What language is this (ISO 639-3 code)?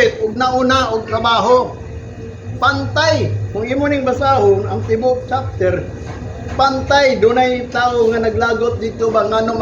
ceb